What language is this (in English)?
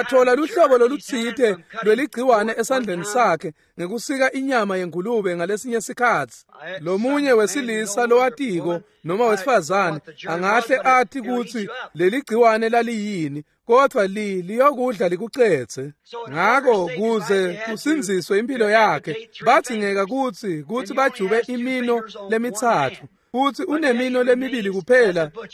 Swati